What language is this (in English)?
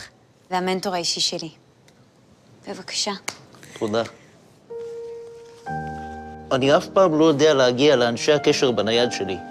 Hebrew